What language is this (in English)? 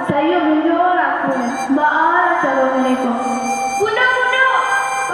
Minangkabau